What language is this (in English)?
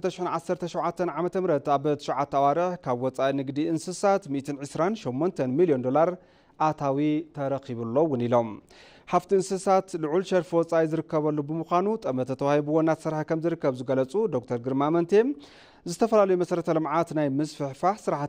Tigrinya